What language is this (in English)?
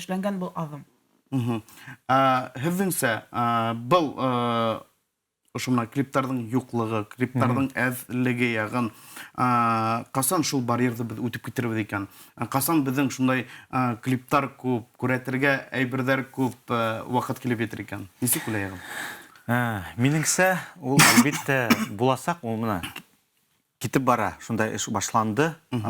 Bashkir